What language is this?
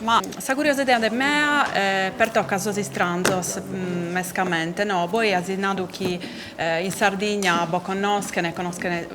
Sardinian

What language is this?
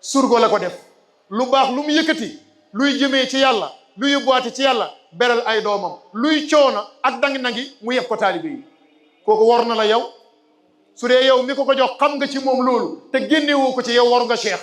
Wolof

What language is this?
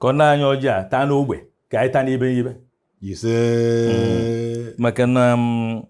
Igbo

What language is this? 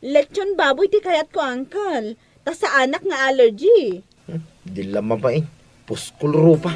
Iloko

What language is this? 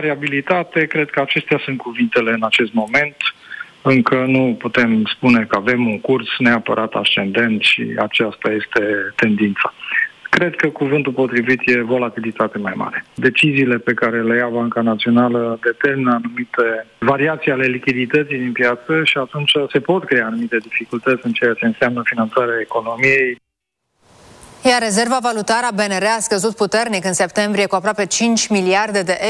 Romanian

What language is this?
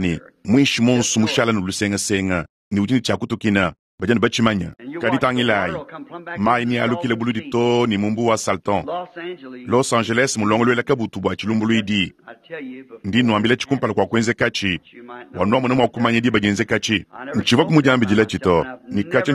Luba-Lulua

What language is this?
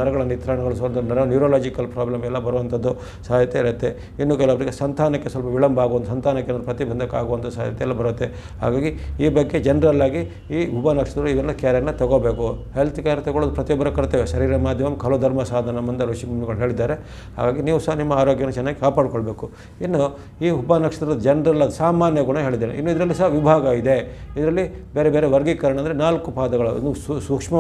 Kannada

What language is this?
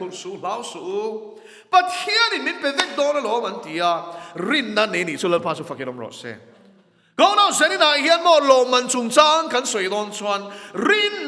Mizo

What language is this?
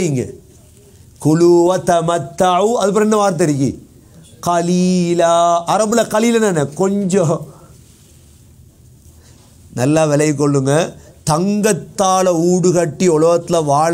Tamil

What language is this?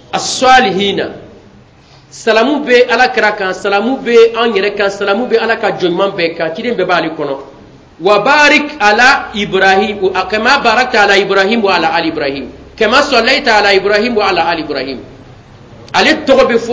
Bambara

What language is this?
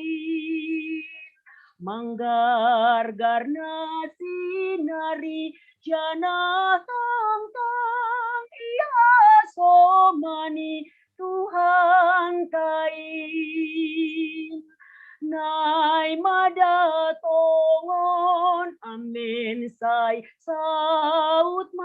Batak Simalungun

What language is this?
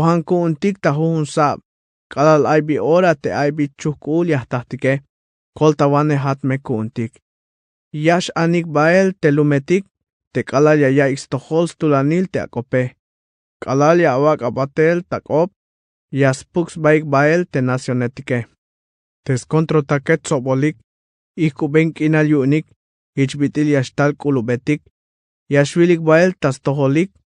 Tzeltal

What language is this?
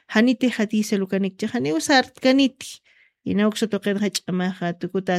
Aymara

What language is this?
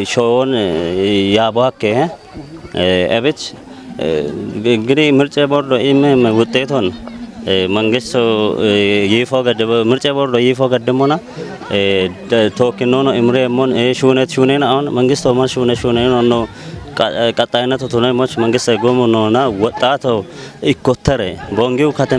Kafa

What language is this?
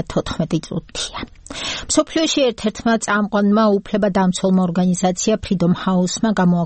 Georgian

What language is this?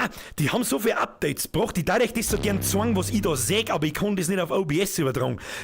Bavarian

